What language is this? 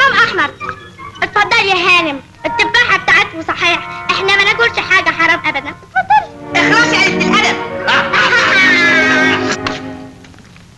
Egyptian Arabic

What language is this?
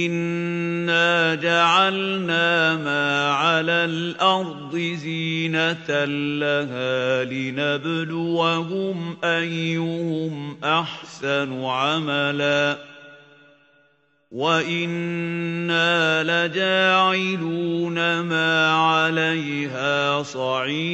Arabic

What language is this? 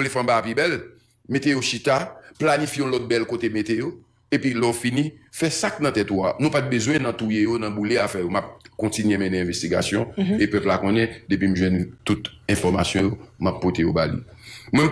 Haitian Creole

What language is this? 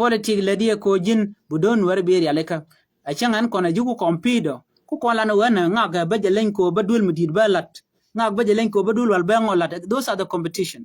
Nuer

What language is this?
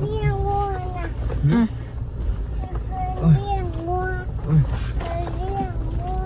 Northeastern Thai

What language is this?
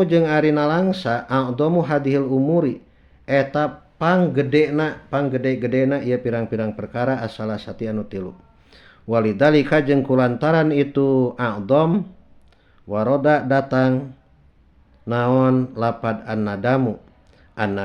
Sundanese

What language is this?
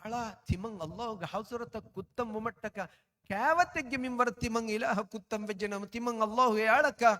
Divehi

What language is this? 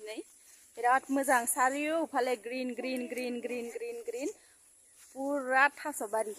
Bodo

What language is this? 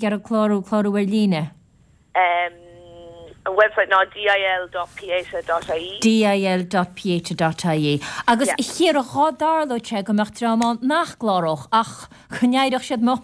Irish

